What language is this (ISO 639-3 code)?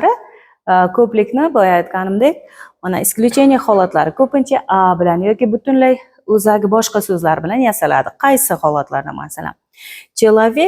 uzb